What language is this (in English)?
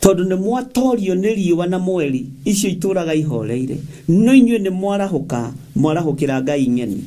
Kikuyu